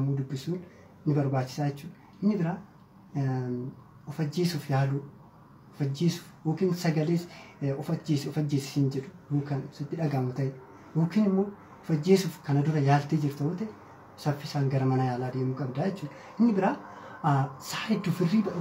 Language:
Oromo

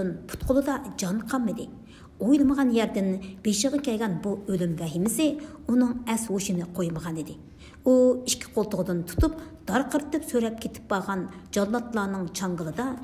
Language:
Uyghur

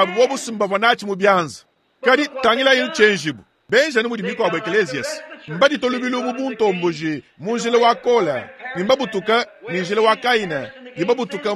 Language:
Luba-Lulua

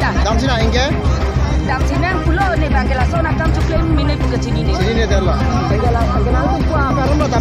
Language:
Karbi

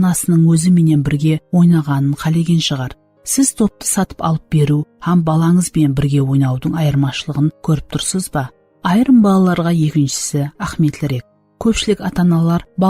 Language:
Kara-Kalpak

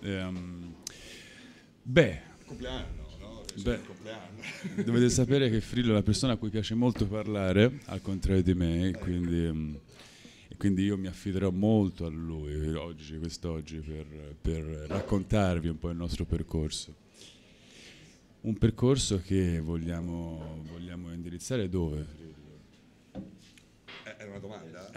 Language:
Italian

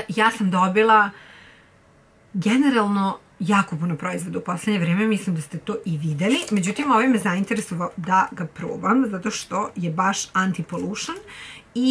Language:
Serbian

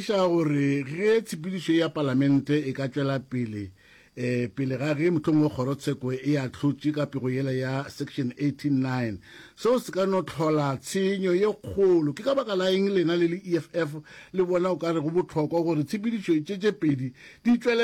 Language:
Northern Sotho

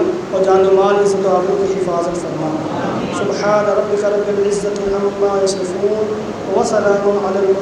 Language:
Urdu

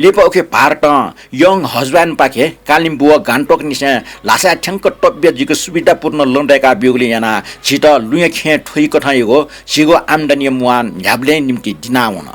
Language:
Newari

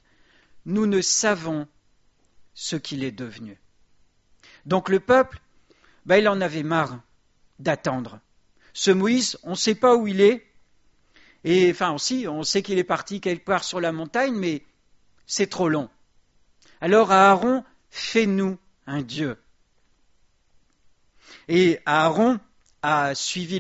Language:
French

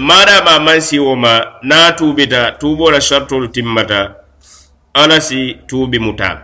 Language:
Mandingo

